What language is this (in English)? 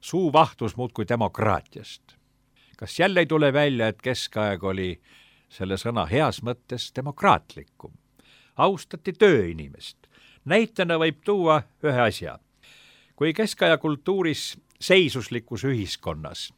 Estonian